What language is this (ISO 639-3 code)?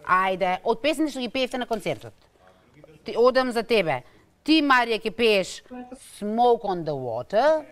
mkd